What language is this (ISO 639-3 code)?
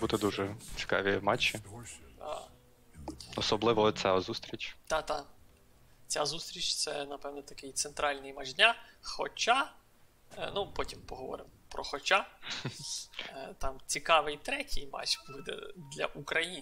ukr